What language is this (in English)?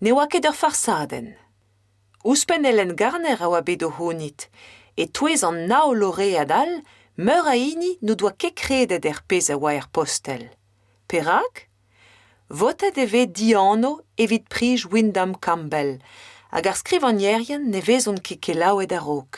Breton